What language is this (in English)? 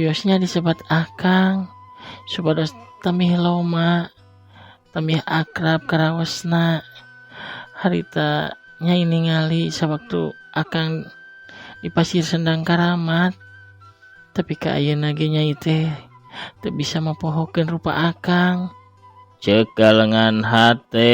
Sundanese